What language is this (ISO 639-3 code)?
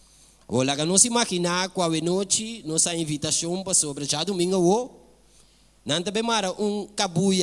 pap